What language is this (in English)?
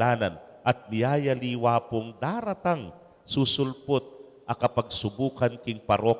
Pampanga